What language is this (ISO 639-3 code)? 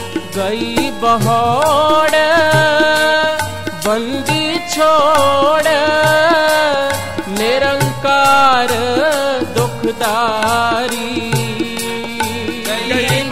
pan